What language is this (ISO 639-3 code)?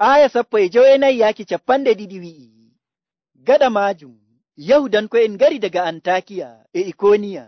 fuv